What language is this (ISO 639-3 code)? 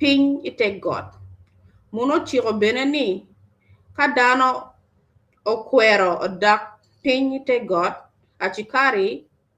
ach